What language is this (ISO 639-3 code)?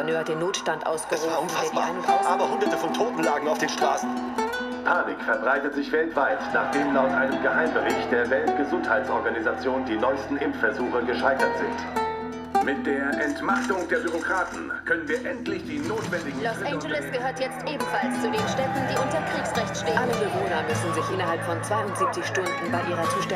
bar